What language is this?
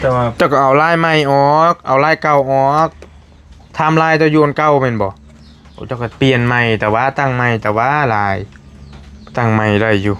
Northeastern Thai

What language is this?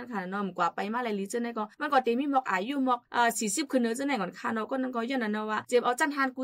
Shan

